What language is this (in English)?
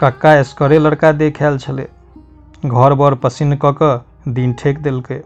Maithili